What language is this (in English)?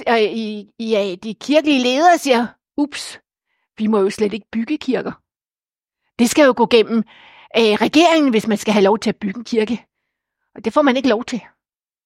Danish